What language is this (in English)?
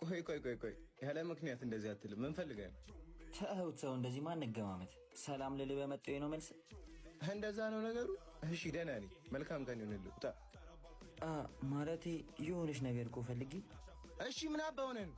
Amharic